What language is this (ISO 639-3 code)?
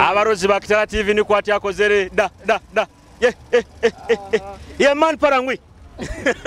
nyo